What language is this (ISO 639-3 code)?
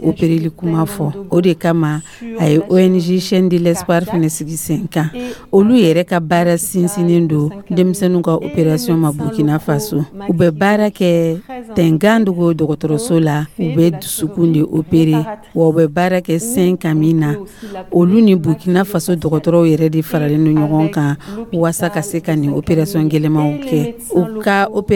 dyu